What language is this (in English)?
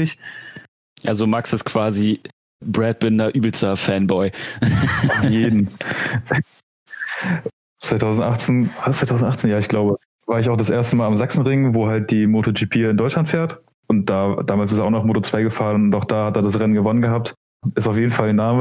German